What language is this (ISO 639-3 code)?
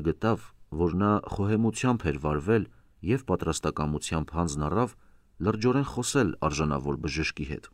hye